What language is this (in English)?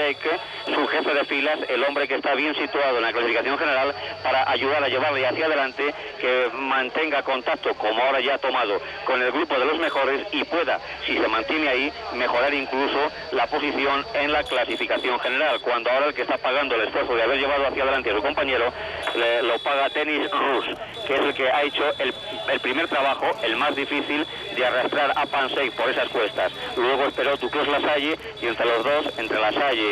Spanish